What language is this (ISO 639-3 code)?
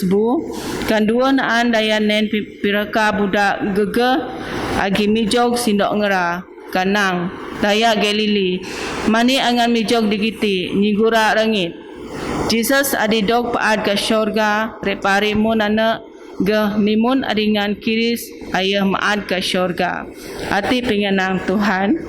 bth